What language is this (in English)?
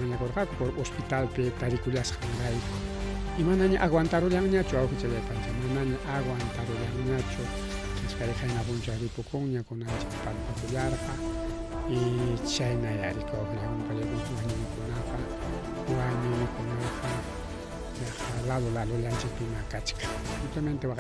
Ayacucho Quechua